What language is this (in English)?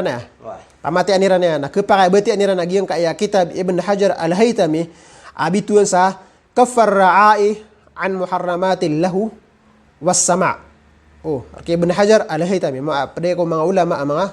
Maranao